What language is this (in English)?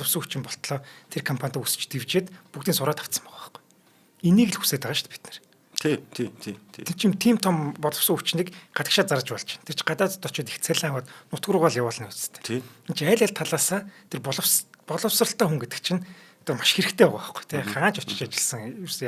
Mongolian